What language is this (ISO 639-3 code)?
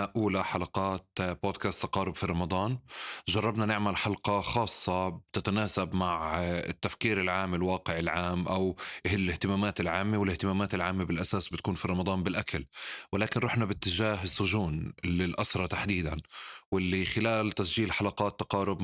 apc